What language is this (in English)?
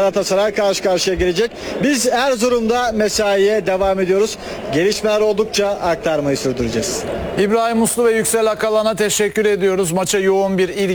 Turkish